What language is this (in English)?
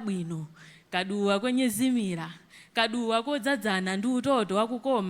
Nyanja